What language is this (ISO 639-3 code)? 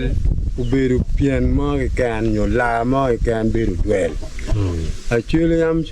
ach